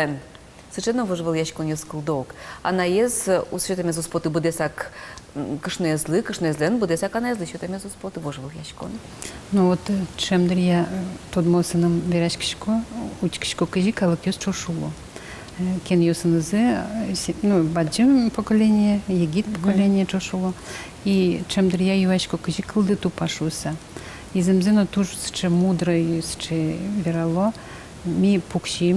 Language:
Udmurt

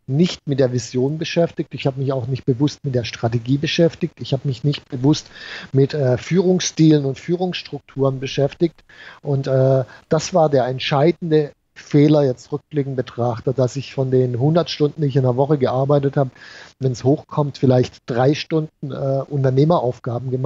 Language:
German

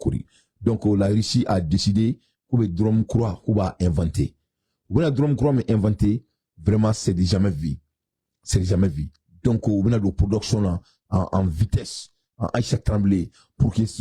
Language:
Bambara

